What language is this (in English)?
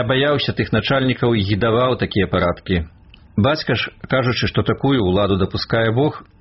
Belarusian